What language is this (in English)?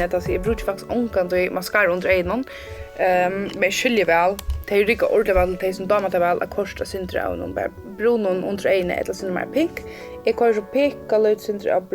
Faroese